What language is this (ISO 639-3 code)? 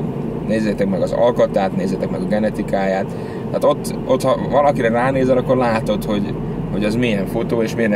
hun